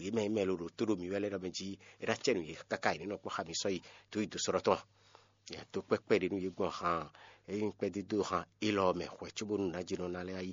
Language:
Fon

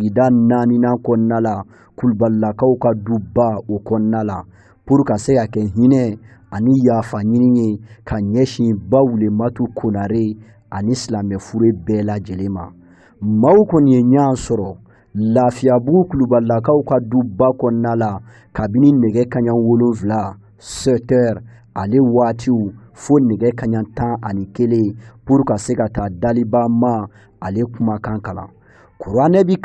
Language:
Bambara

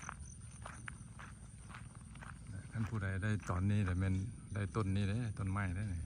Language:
Lao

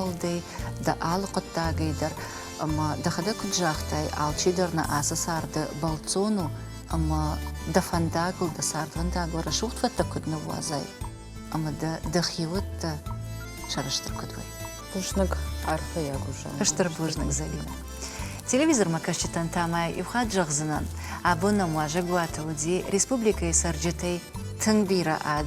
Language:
Ossetic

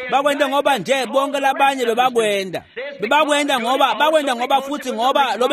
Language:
Swati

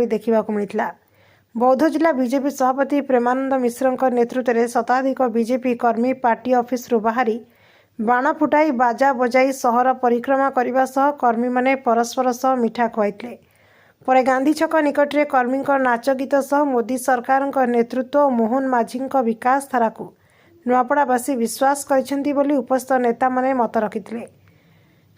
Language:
Odia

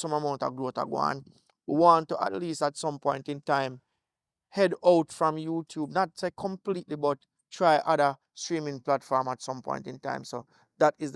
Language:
Jamaican Creole English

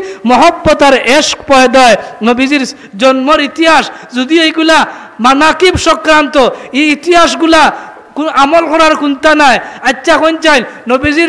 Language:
Sylheti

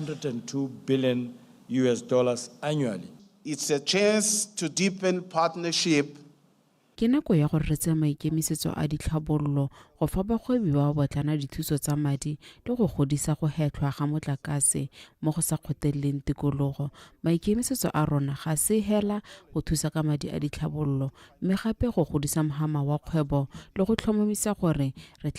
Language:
Tswana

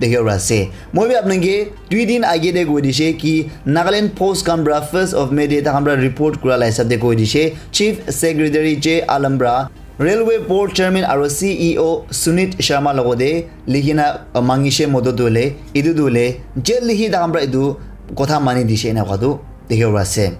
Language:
Naga Pidgin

